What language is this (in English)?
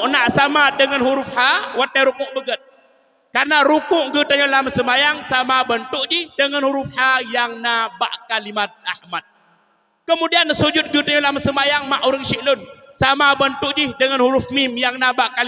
Achinese